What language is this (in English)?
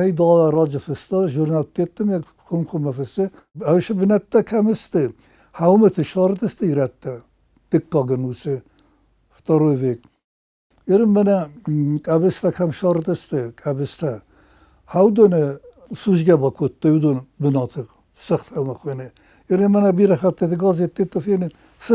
Ossetic